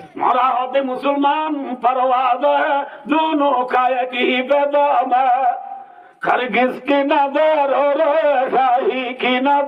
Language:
Rohingya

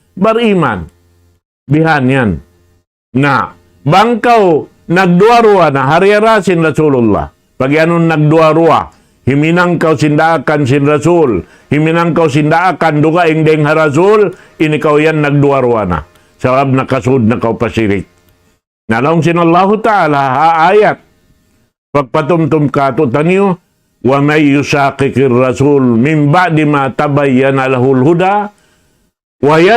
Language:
Tausug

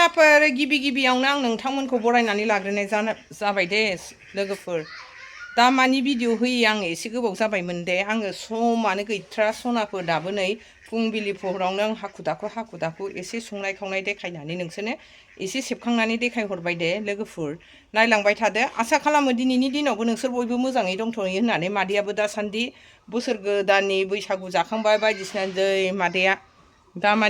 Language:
Bodo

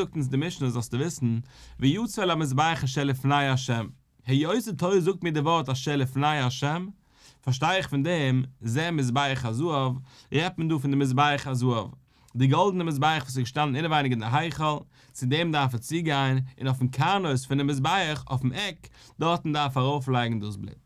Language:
Yiddish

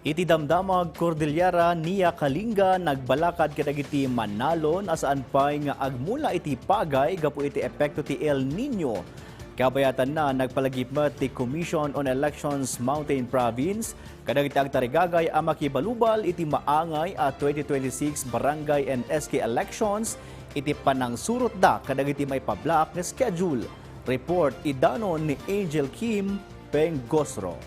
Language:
Iloko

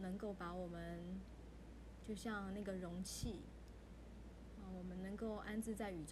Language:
Chinese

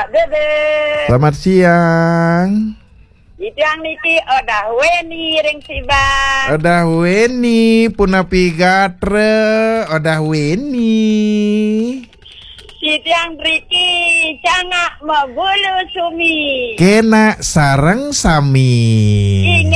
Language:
Balinese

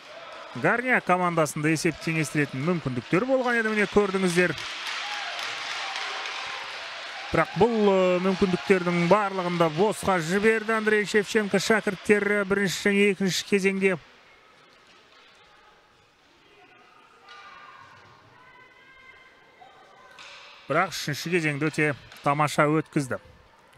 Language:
Kazakh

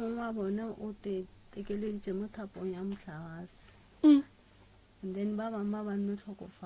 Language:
Northern Sotho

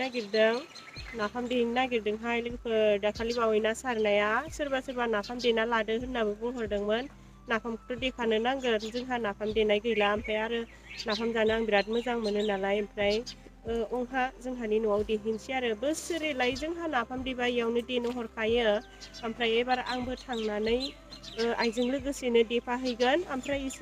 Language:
Bodo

